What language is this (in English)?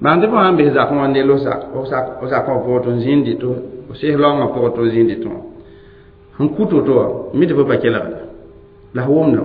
Mossi